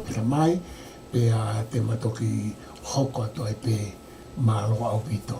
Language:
Tongan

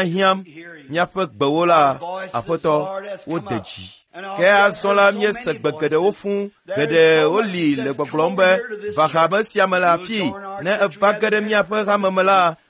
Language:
Ewe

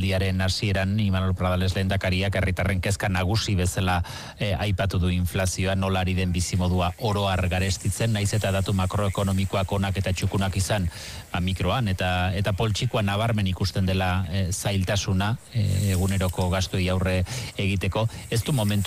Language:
Basque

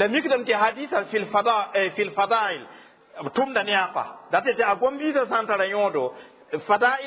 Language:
Mossi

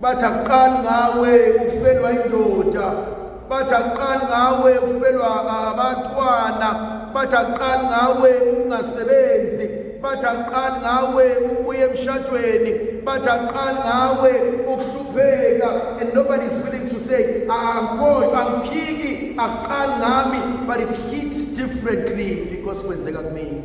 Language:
Zulu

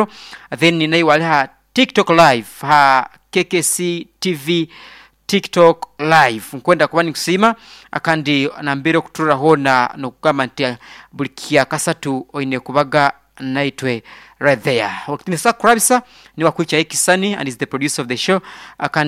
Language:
Nyoro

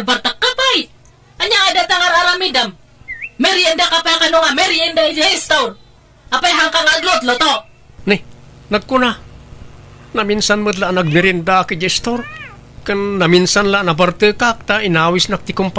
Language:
Iloko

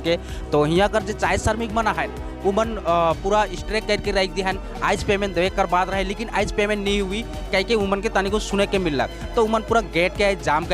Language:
Sadri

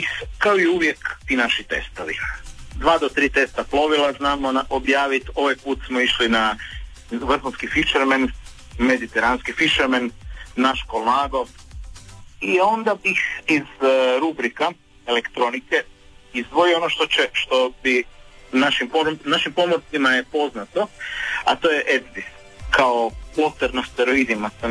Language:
Croatian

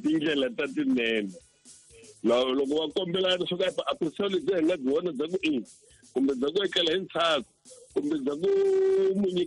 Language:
Tsonga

